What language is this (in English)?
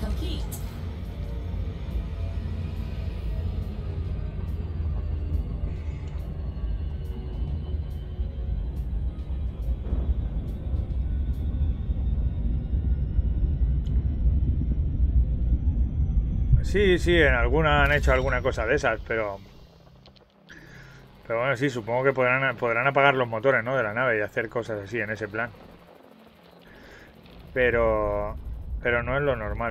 Spanish